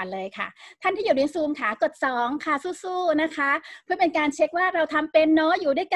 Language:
Thai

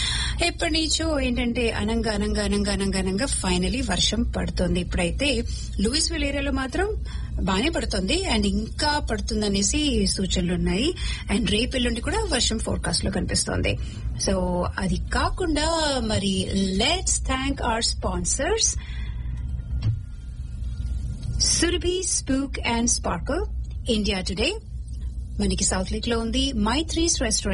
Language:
Telugu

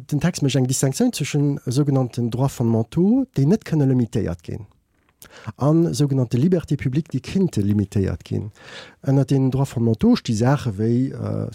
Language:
Luxembourgish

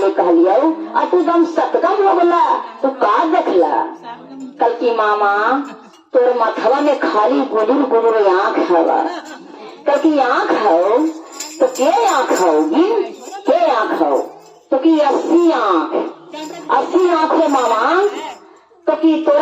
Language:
Magahi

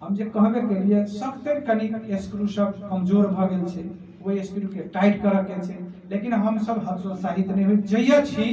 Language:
Maithili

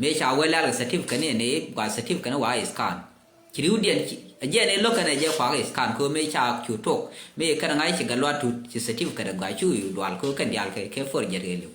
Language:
Nuer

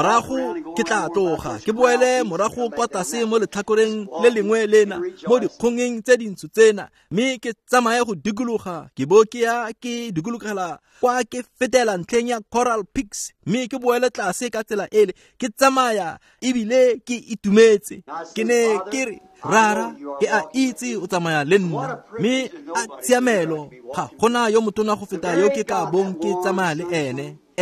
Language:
Tswana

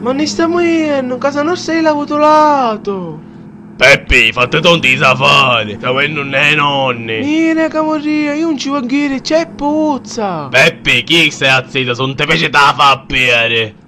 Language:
Sicilian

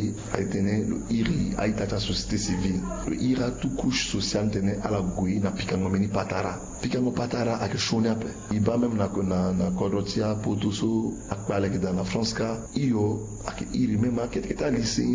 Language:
Sango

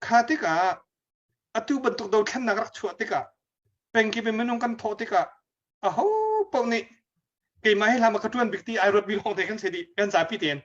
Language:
Hakha Chin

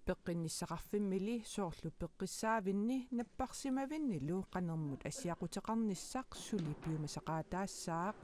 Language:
Kalaallisut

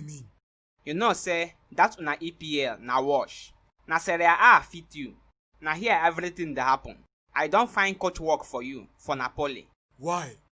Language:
Nigerian Pidgin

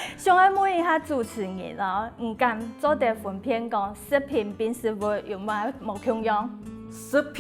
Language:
Hakka Chinese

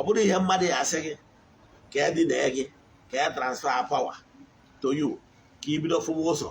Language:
Igbo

